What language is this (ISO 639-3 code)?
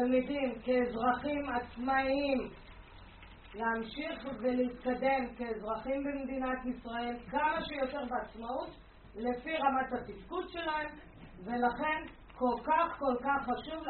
heb